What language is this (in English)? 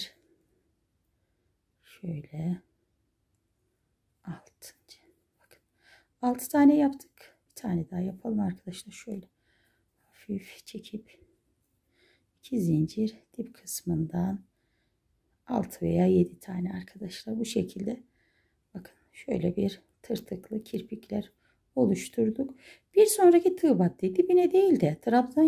Turkish